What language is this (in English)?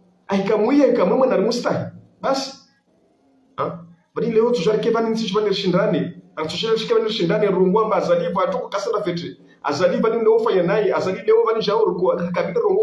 Ngazidja Comorian